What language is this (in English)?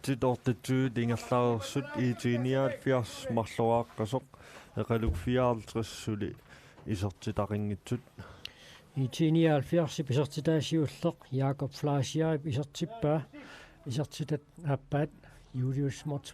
Kalaallisut